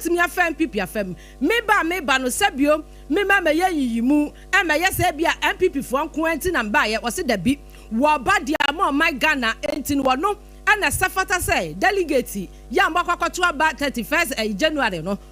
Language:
Akan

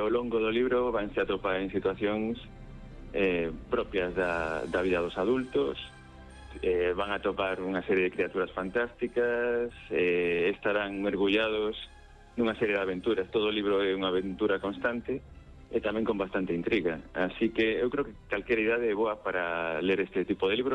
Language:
Galician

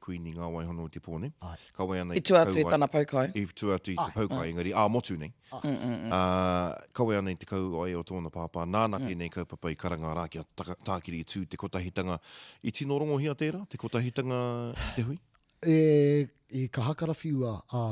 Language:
Māori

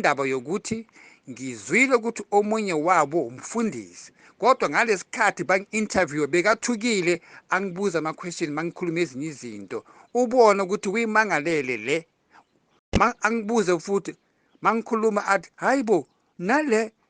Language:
Zulu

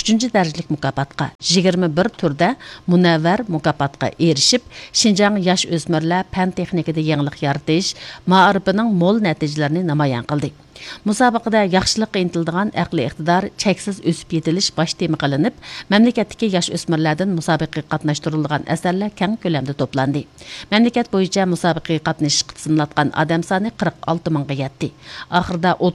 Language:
Uyghur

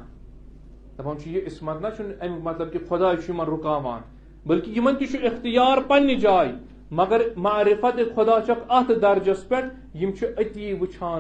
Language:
Kashmiri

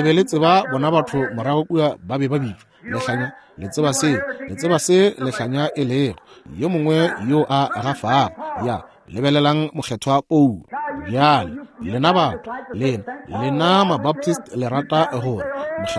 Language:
Northern Sotho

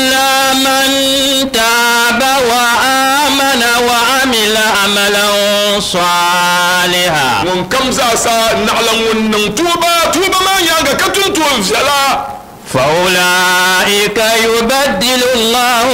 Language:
Dagbani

